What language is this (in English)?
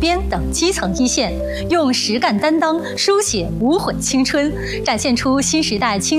Chinese